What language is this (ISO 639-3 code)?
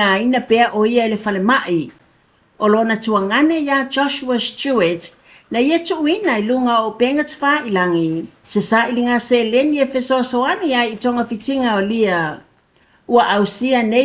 smo